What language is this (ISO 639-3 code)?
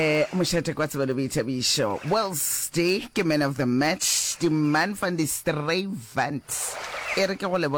nso